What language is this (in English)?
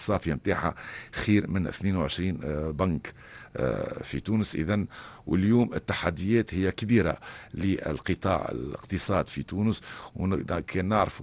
Tunisian Arabic